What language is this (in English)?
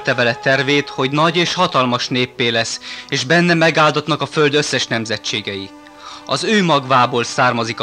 Hungarian